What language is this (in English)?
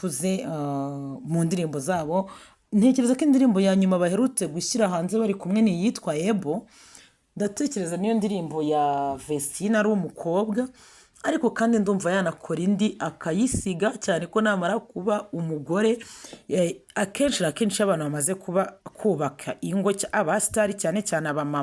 Kinyarwanda